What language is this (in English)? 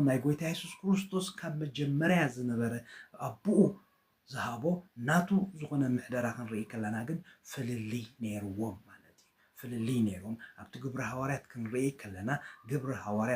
Tigrinya